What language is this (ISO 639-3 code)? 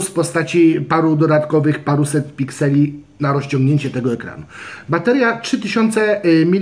pol